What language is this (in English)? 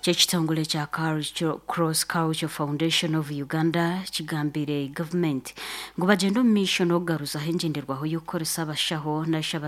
Nyankole